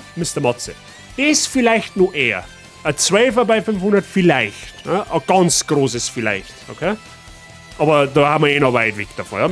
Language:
Bavarian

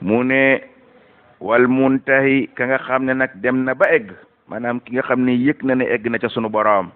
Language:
Wolof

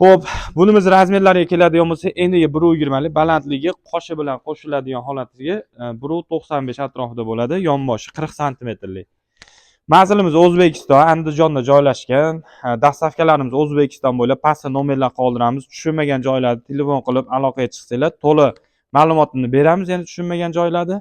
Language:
Uzbek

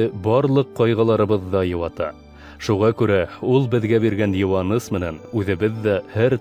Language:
Bashkir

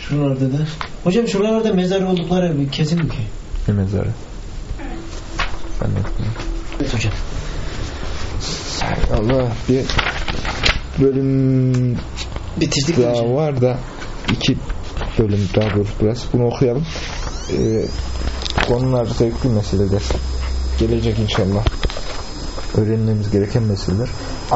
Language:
Turkish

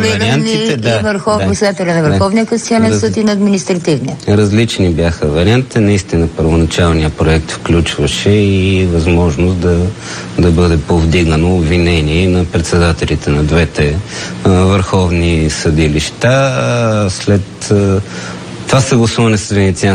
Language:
Bulgarian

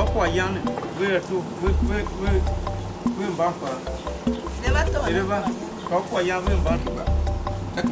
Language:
Tiv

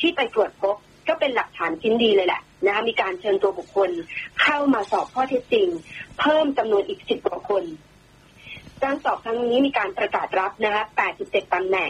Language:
Thai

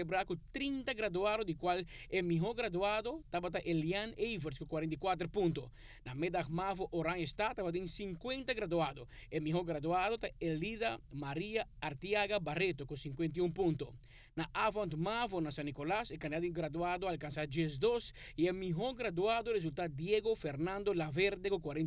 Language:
Papiamento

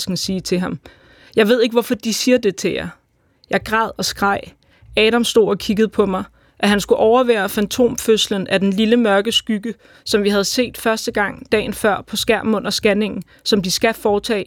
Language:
Danish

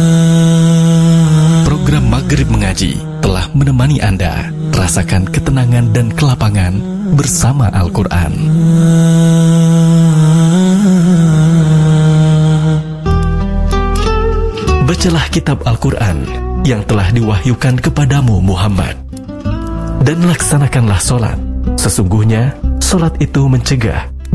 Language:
Indonesian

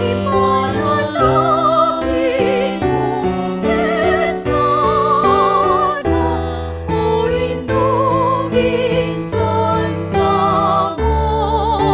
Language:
Pampanga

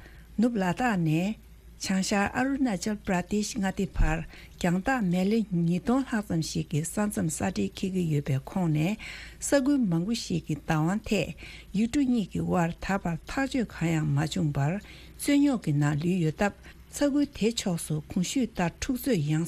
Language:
Tibetan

